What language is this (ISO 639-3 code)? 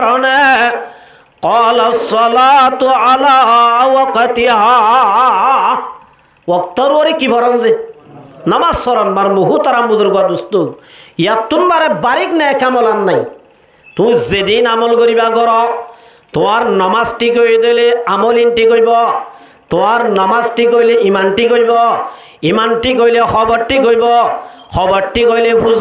rhg